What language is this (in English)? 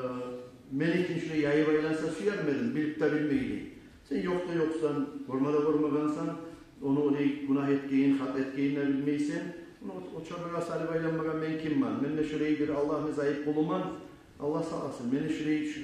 Kumyk